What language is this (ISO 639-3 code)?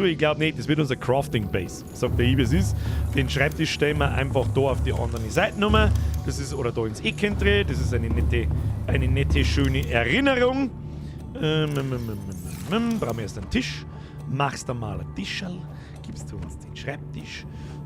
bar